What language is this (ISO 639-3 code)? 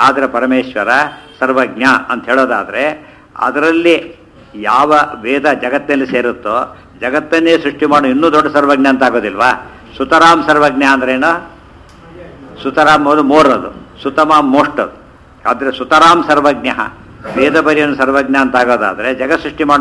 kan